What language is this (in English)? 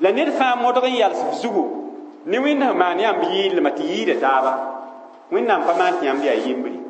Mossi